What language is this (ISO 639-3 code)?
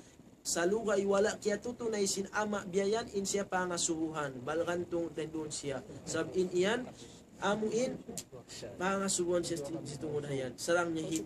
tsg